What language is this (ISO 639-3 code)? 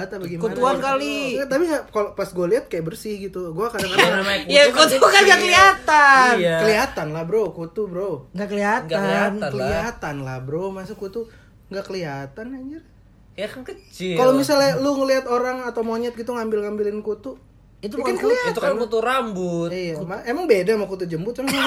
ind